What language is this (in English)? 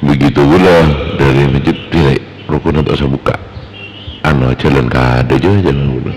Madurese